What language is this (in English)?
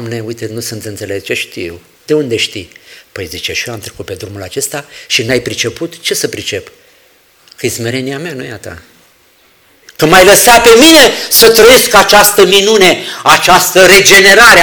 Romanian